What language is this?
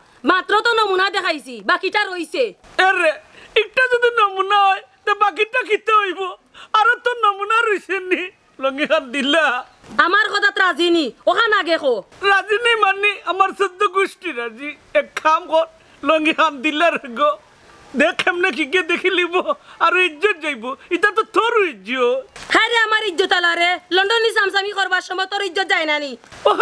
Sylheti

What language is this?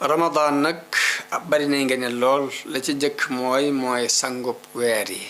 Wolof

